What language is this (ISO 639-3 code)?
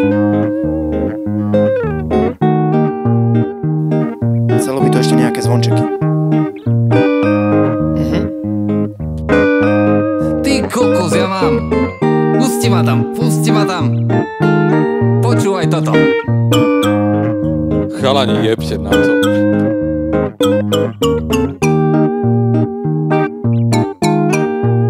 slk